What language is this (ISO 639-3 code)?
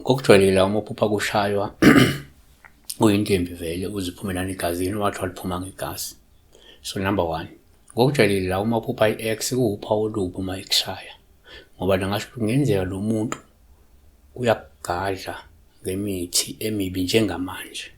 zul